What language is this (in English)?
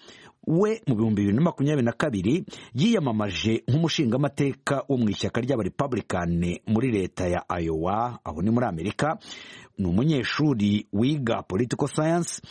Kinyarwanda